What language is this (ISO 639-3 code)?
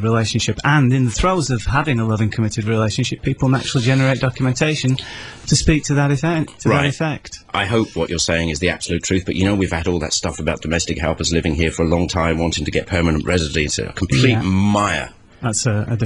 eng